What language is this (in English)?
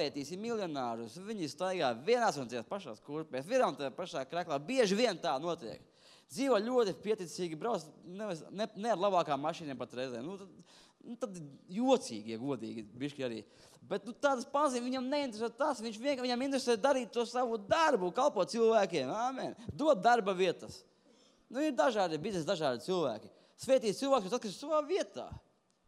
Latvian